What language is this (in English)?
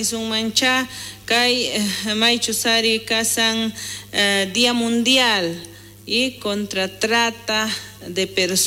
South Bolivian Quechua